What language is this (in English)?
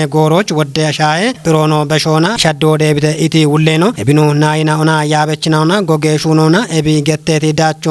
Kafa